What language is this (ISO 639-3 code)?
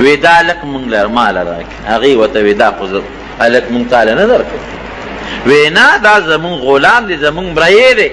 pus